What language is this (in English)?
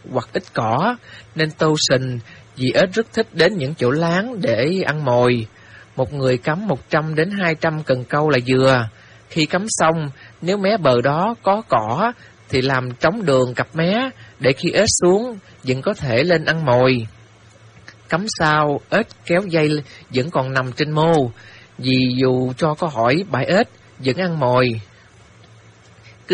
Vietnamese